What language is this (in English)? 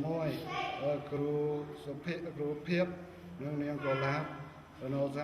Khmer